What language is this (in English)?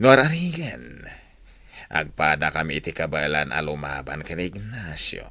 Iloko